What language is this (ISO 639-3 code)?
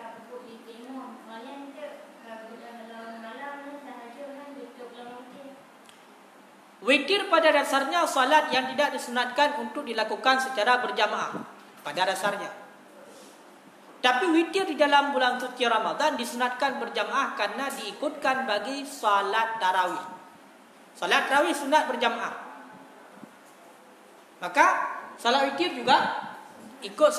msa